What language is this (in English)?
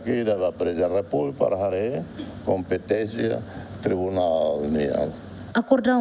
Tetum